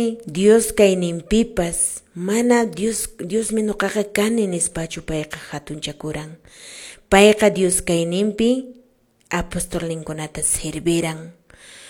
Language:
Quechua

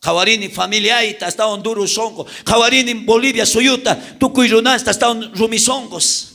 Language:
South Bolivian Quechua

